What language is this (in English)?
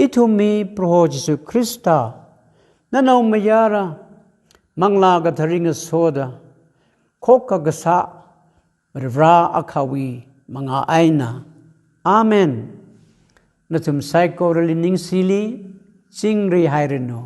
Tangkhul Naga (India)